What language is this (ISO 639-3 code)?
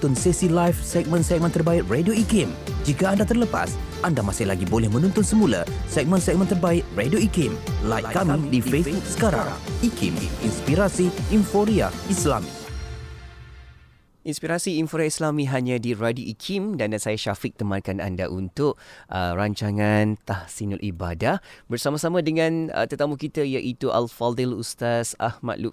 msa